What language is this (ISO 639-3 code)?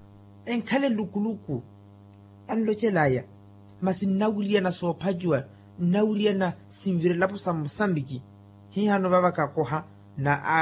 vmw